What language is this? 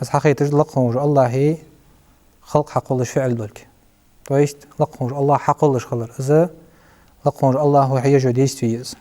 Ingush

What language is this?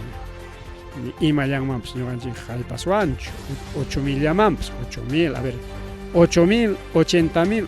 Ayacucho Quechua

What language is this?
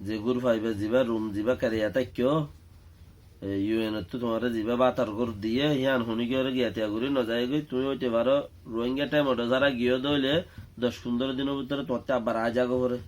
Rohingya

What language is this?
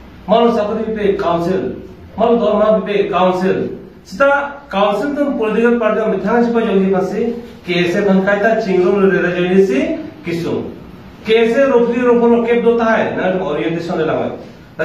Karbi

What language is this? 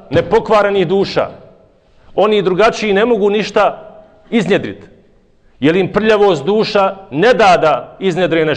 Bosnian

